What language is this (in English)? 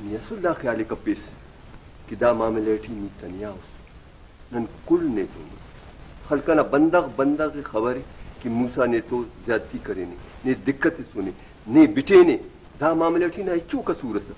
Brahui